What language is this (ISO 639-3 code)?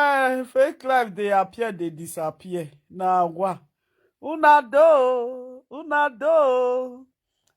pcm